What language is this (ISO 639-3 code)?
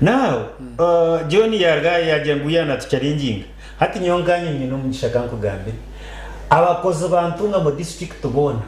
nyn